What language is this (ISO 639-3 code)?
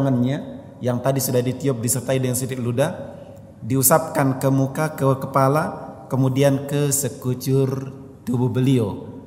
ind